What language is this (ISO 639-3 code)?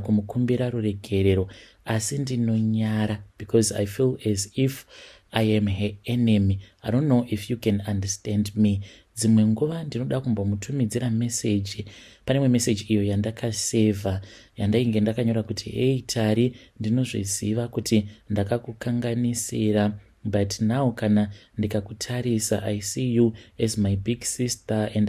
sna